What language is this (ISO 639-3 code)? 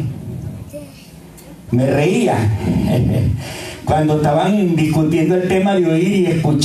spa